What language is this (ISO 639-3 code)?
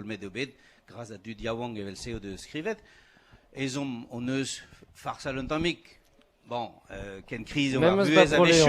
bre